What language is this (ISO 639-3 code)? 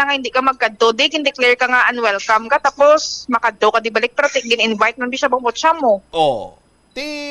hil